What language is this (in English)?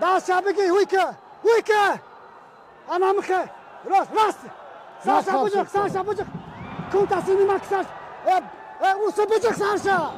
Tajik